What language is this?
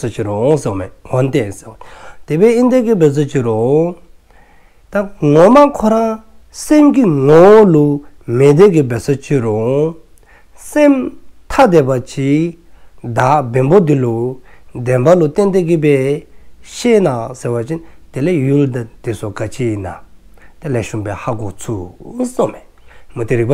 Dzongkha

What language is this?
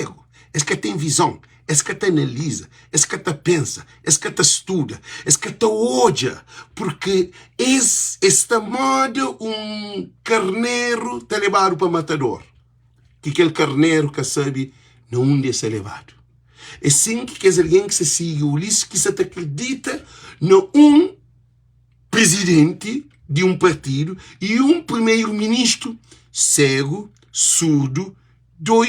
Kabuverdianu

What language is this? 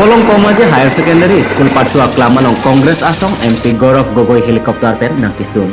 Karbi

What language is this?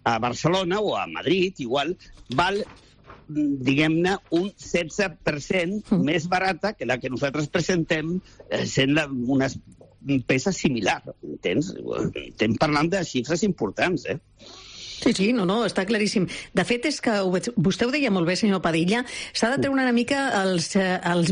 Catalan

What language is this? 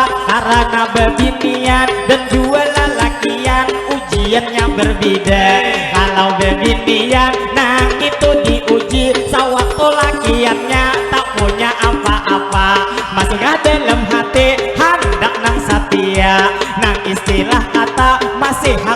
Banjar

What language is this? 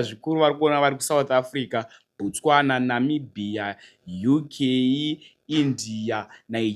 Shona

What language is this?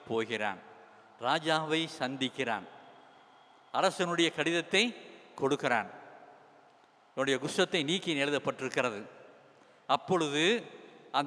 Tamil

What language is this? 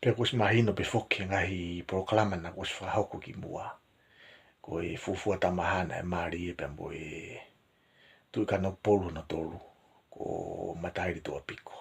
Tongan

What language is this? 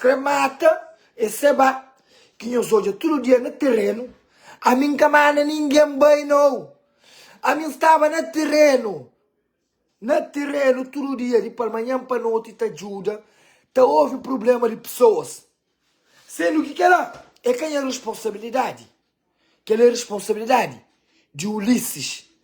Kabuverdianu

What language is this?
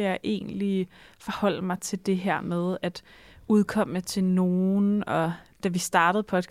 Danish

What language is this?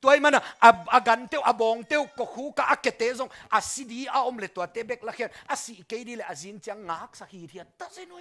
Tedim Chin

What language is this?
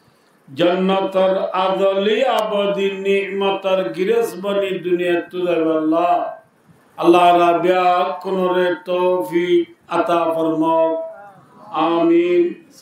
Rohingya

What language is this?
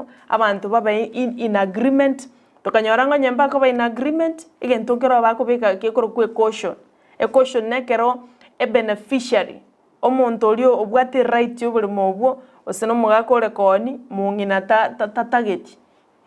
Gusii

